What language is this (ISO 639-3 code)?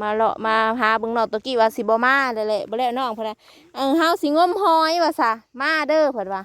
tts